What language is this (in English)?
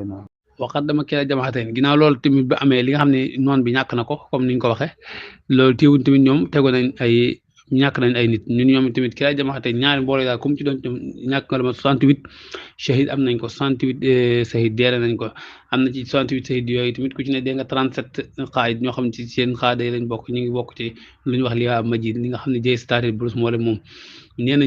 Wolof